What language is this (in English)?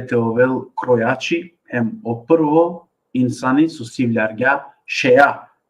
Balkan Romani